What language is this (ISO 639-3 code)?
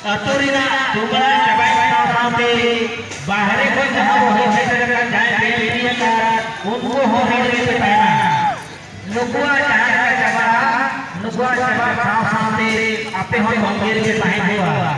sat